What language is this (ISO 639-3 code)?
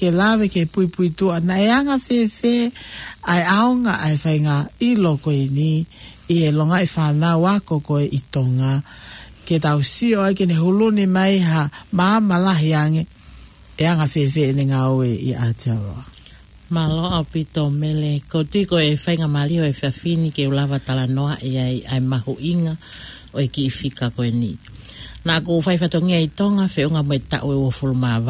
ton